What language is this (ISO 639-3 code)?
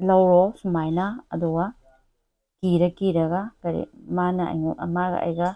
mni